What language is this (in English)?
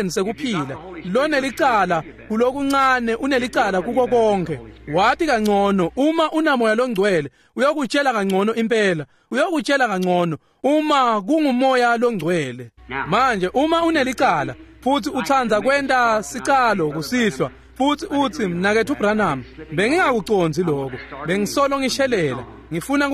Swati